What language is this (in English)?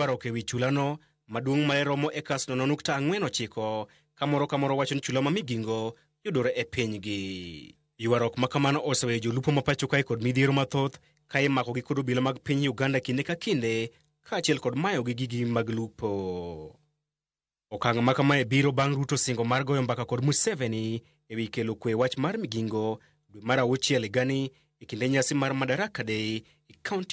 Luo (Kenya and Tanzania)